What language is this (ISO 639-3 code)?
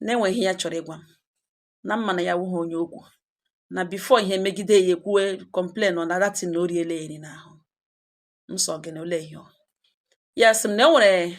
ibo